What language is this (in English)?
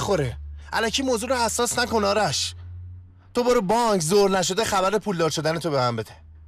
Persian